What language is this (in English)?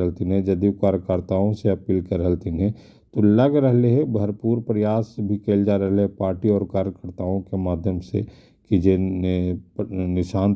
Magahi